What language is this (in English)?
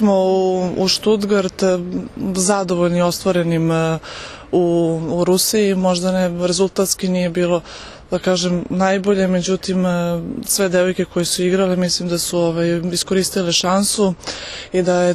Serbian